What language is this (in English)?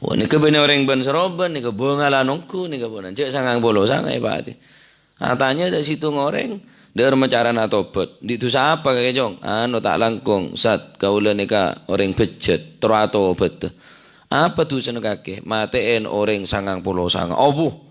Madurese